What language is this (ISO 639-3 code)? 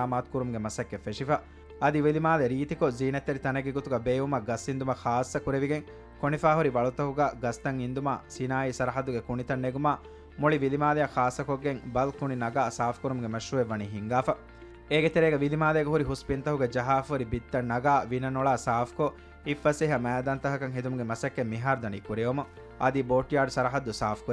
div